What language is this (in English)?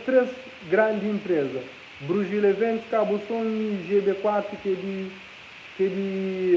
Kabuverdianu